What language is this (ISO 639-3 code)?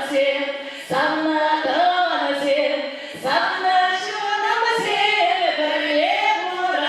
chv